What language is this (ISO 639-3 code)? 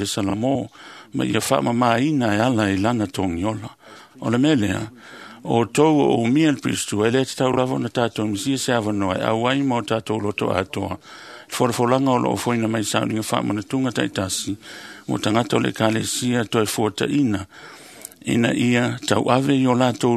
smo